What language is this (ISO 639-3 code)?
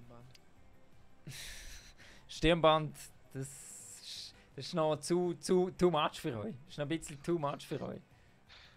gsw